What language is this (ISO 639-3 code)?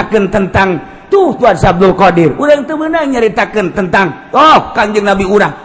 sun